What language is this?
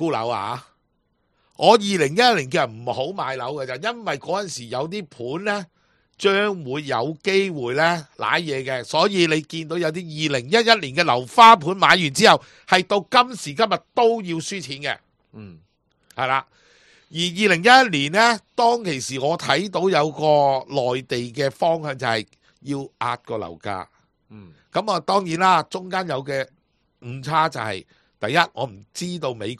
Cantonese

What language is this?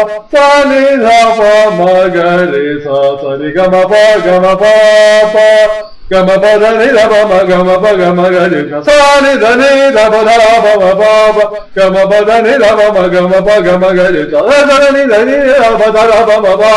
Kannada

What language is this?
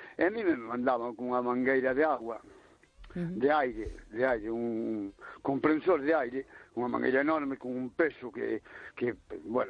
Galician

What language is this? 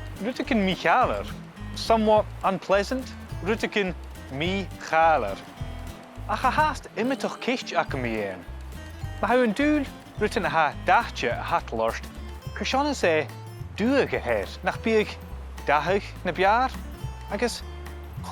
Scottish Gaelic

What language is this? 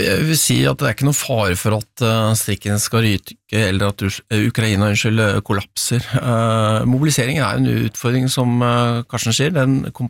Norwegian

